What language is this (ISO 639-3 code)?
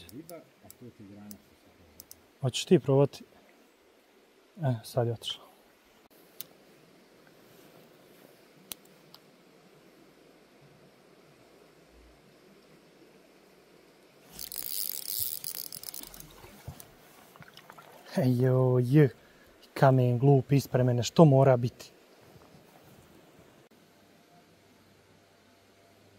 hrv